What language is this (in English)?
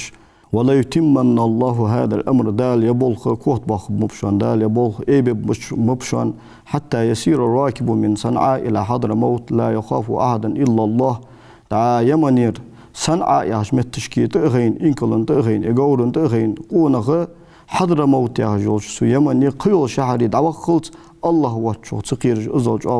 Ingush